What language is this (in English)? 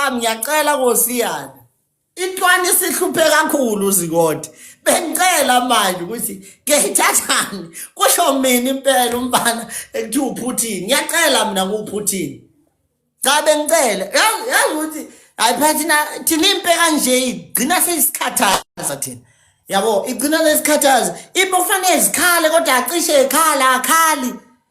Zulu